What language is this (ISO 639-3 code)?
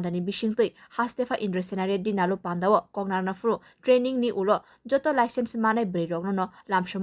trp